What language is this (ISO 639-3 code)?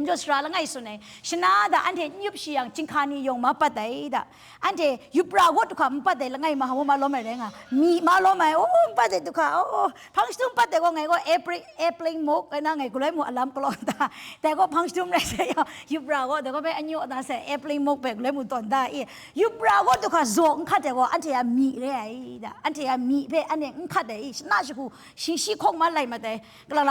kac